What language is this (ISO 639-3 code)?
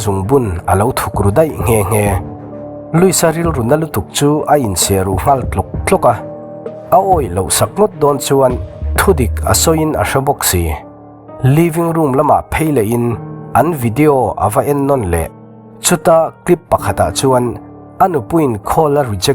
lus